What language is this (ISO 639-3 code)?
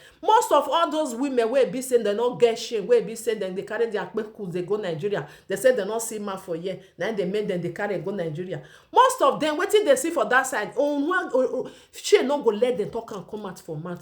pcm